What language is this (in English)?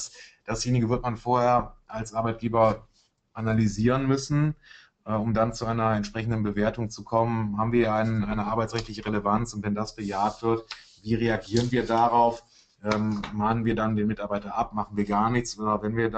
German